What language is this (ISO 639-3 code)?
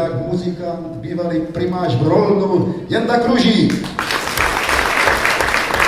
ces